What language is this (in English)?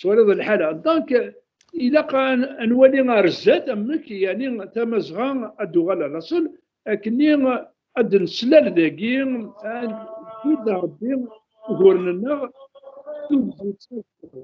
Kabyle